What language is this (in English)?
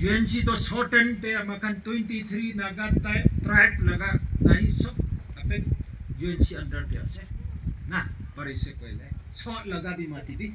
Naga Pidgin